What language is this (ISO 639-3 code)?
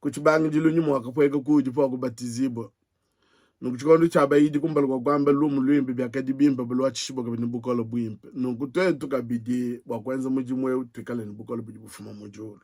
lua